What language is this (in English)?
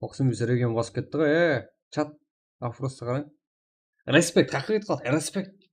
Kara-Kalpak